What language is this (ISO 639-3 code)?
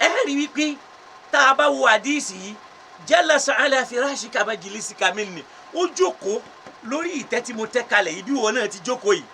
yor